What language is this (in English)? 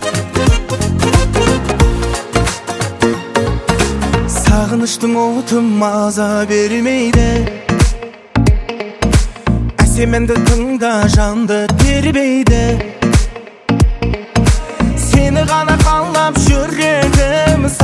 Kazakh